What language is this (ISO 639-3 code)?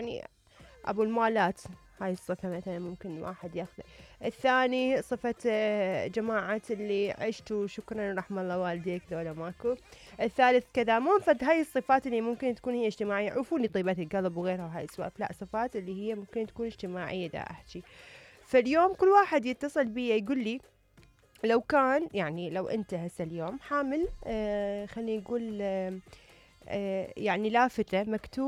acm